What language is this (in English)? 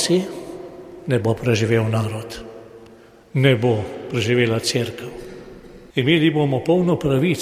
Slovenian